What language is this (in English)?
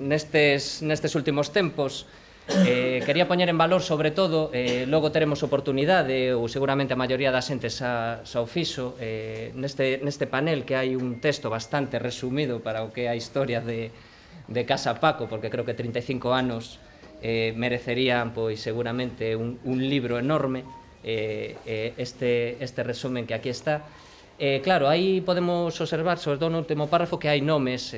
Galician